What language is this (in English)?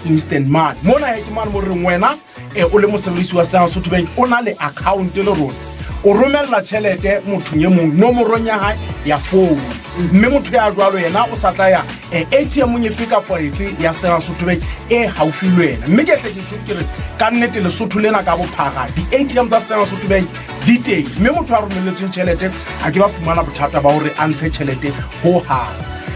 Southern Sotho